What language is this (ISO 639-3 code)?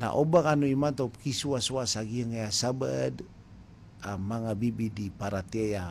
mrw